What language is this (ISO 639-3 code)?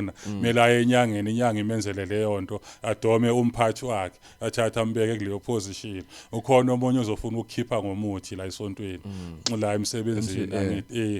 zul